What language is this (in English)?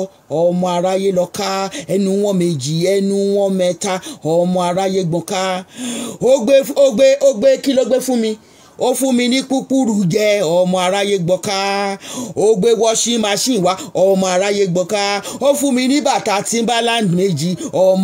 Yoruba